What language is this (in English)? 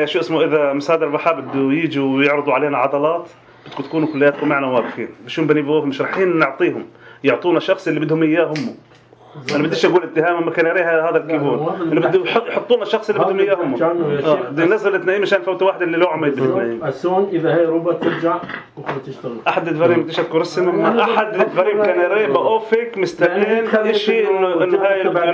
North Levantine Arabic